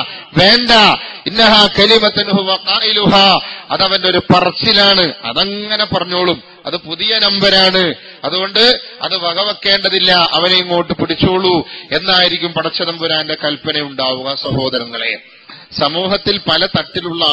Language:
Malayalam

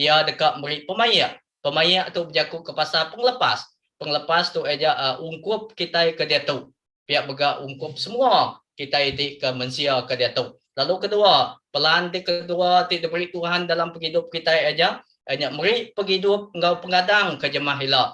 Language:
Iban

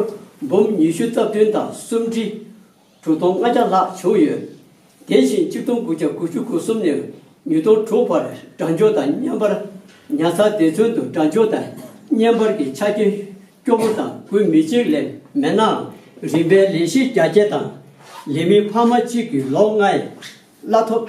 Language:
Tibetan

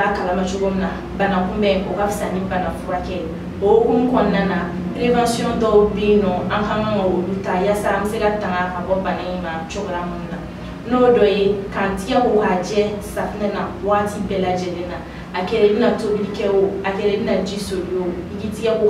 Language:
Bambara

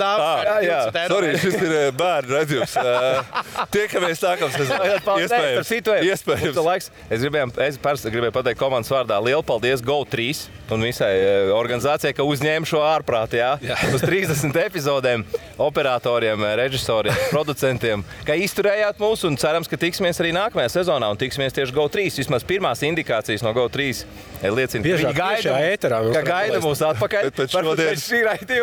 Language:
Latvian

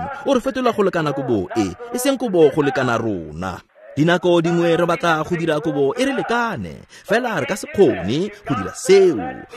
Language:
Tswana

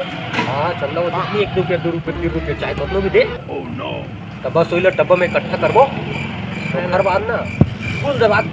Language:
Chhattisgarhi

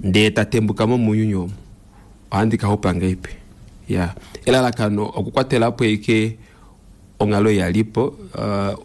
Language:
Kuanyama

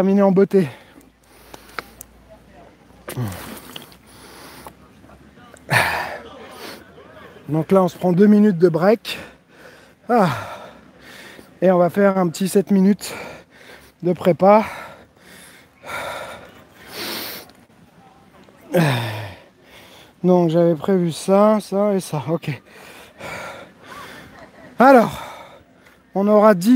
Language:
French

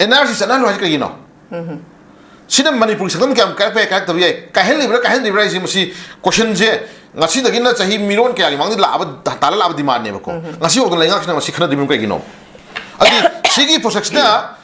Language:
Manipuri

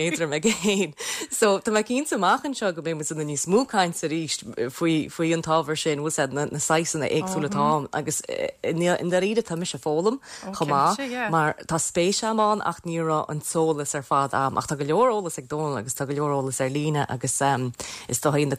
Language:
Irish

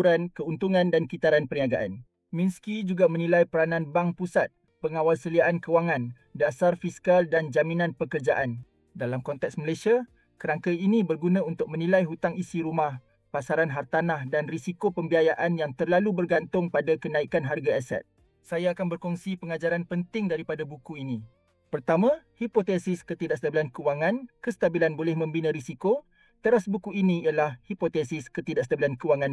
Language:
Malay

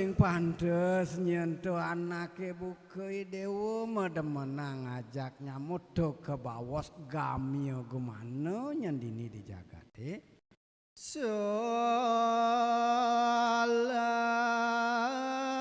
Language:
Balinese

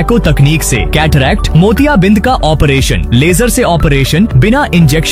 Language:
Hindi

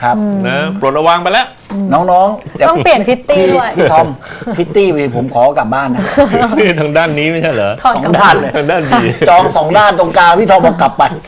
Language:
Thai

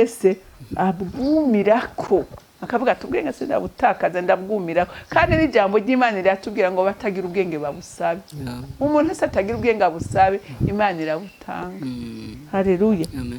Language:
Rundi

